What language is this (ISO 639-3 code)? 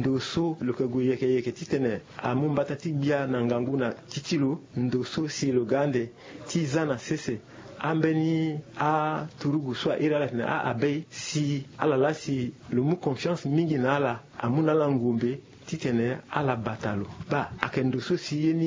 sag